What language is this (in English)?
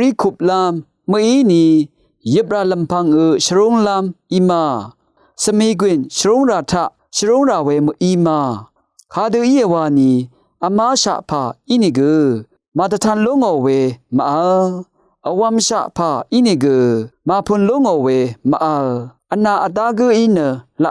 Rawang